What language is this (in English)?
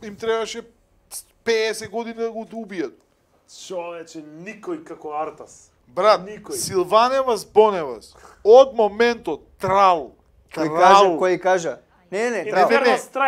Macedonian